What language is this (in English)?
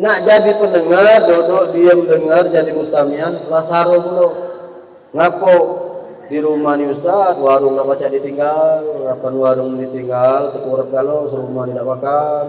Musi